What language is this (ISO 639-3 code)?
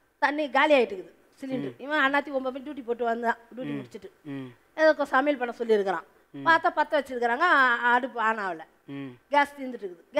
tam